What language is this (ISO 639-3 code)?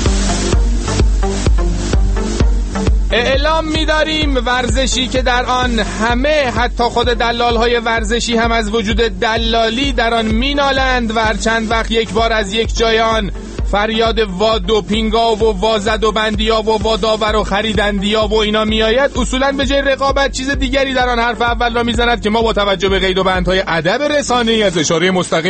fas